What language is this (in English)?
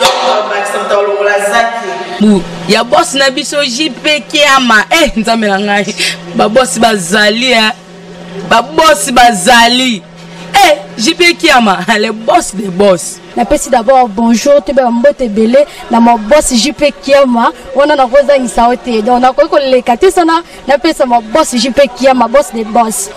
Lingala